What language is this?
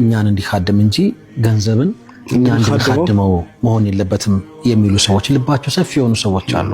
Amharic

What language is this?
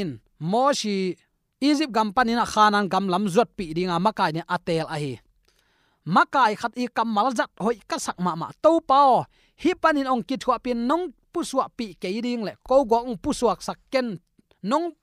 Tedim Chin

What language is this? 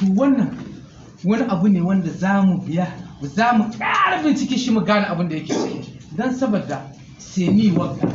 Hausa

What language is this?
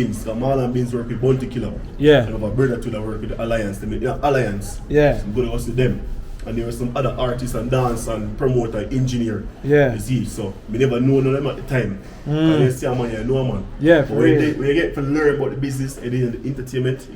Jamaican Creole English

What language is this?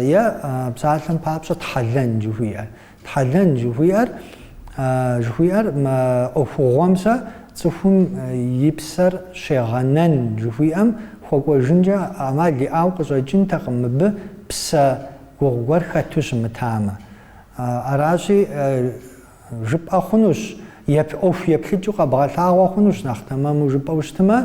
Kabardian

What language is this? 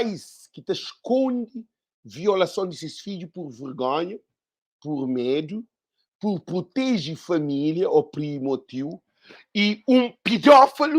Kabuverdianu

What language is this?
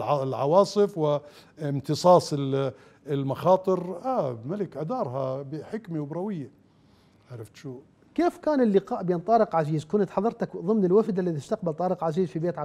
Mesopotamian Arabic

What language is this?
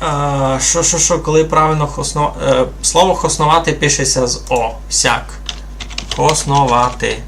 Rusyn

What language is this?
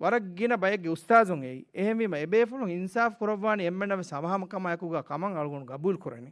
Divehi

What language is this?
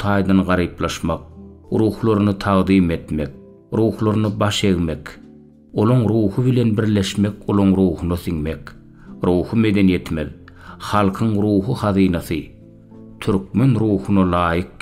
Turkmen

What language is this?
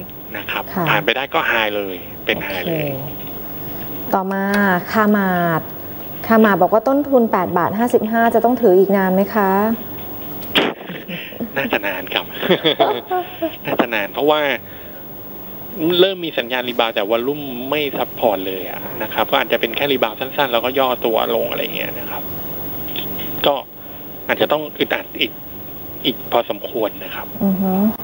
Thai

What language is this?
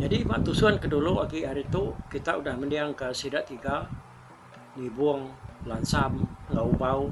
Iban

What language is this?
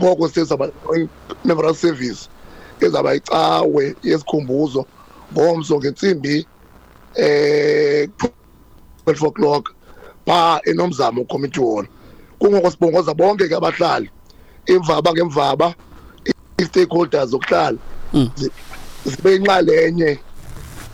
Xhosa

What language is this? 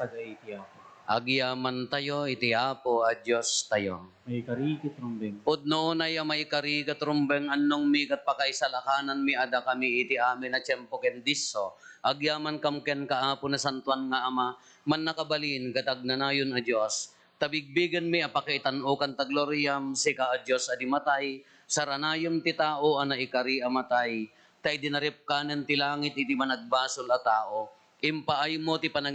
Iloko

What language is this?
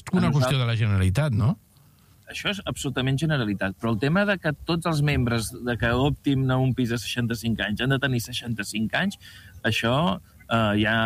Catalan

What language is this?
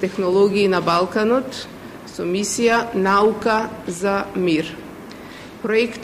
Macedonian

